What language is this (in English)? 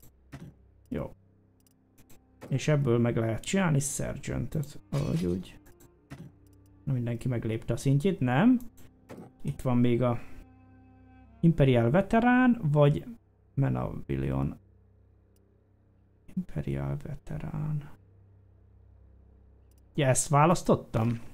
Hungarian